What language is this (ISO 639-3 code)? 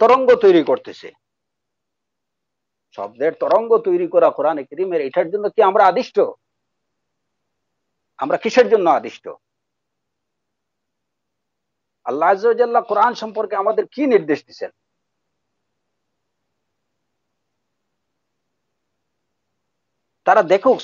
ben